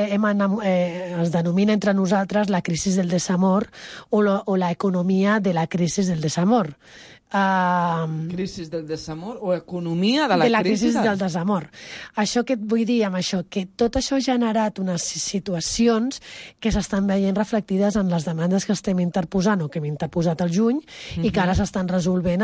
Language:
Catalan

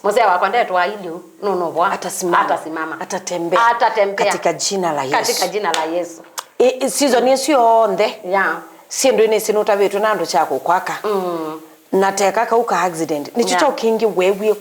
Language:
Kamba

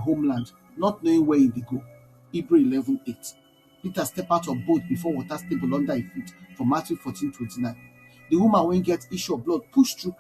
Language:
Nigerian Pidgin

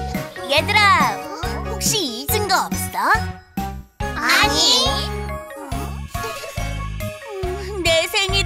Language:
Korean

